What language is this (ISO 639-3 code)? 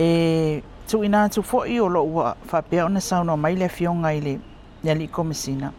mlg